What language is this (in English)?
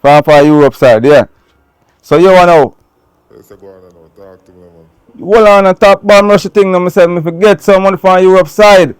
Jamaican Creole English